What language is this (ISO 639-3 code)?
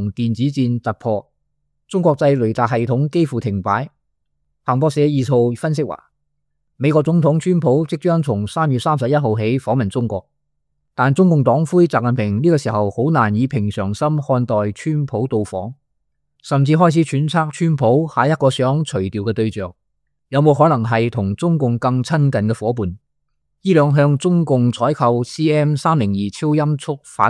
yue